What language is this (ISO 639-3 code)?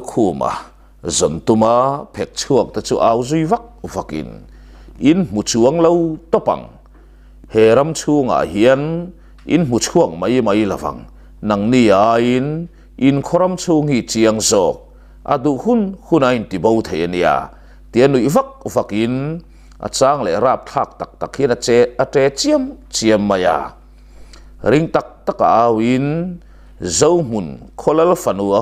lus